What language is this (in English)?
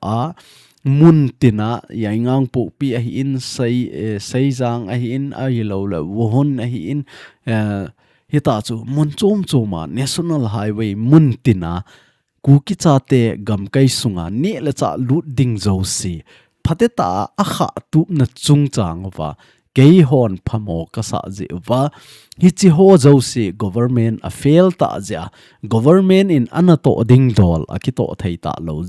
Thado Chin